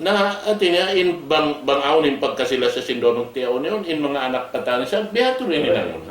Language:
Tausug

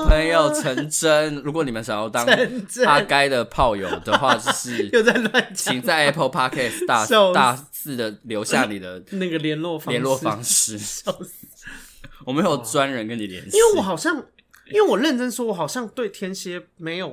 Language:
Chinese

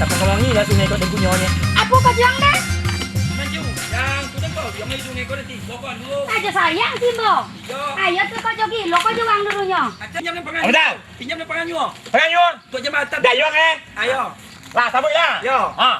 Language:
Minangkabau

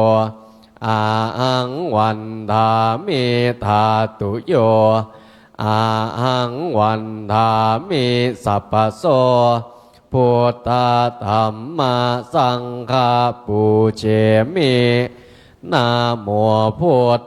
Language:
Pali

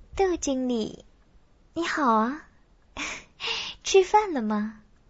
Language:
Chinese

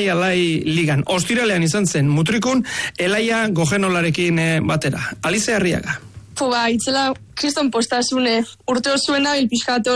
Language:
Basque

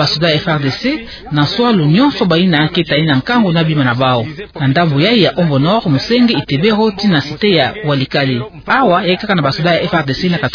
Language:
Kituba (Democratic Republic of Congo)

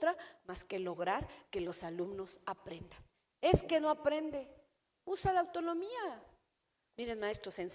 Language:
Spanish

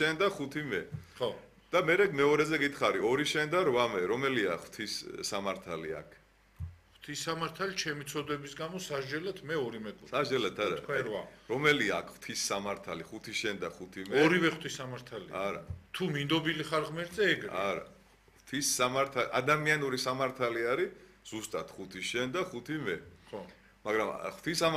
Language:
Georgian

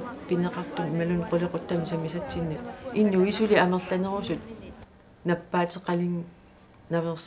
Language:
Kalaallisut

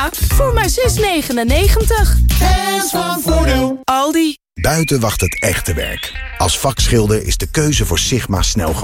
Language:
Dutch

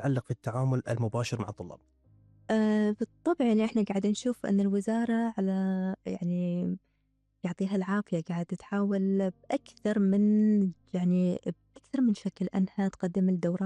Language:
Gulf Arabic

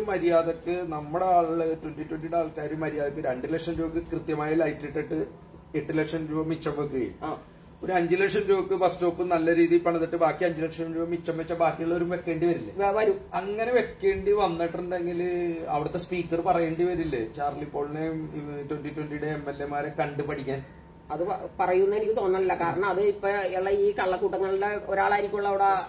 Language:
Malayalam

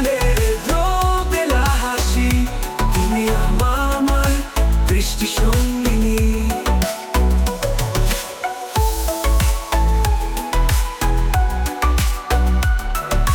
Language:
Bangla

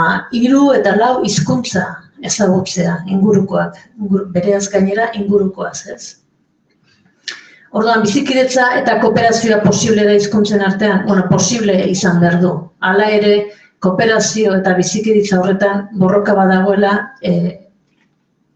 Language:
Basque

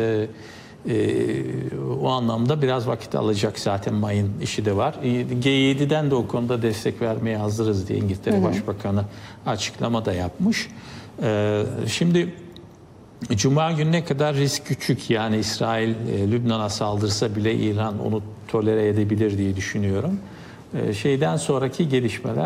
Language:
Turkish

